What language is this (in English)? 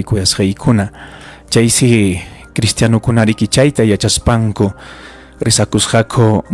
Ayacucho Quechua